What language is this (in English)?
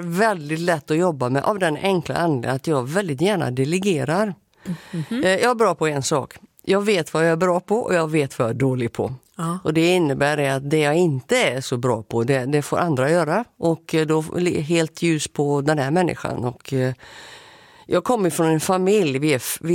Swedish